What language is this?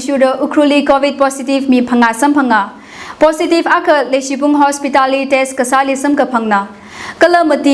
Tangkhul Naga (India)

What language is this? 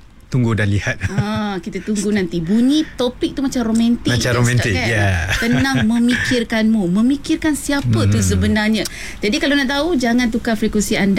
Malay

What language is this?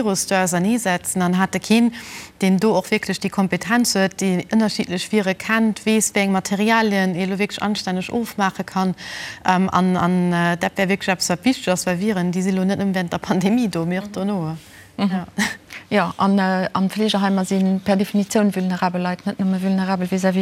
Luxembourgish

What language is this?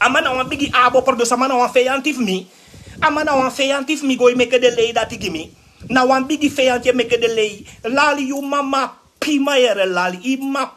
Sranan Tongo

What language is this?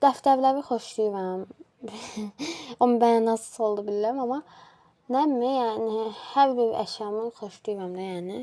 Azerbaijani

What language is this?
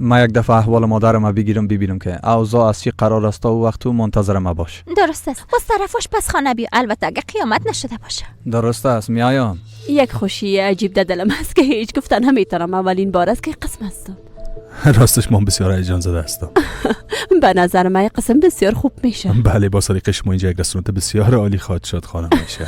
Persian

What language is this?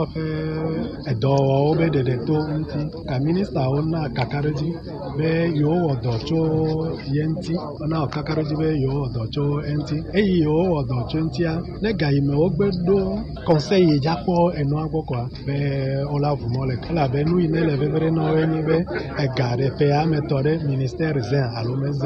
Gen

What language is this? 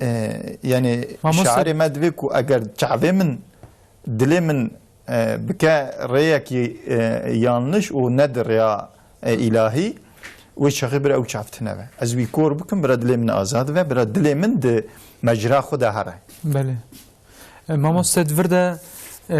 Kurdish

